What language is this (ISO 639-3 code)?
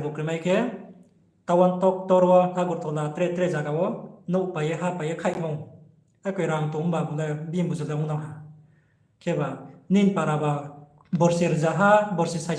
ria